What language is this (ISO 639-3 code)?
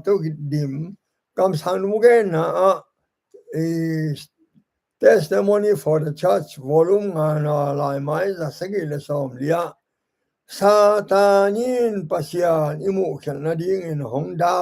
ctd